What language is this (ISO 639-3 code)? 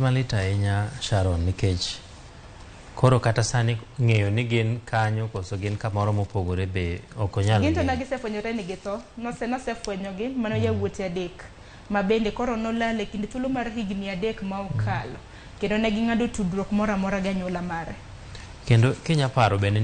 luo